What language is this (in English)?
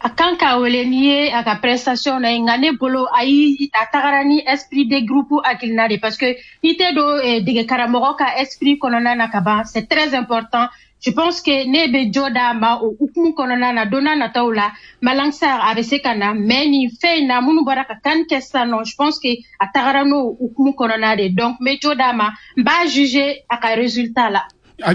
Bambara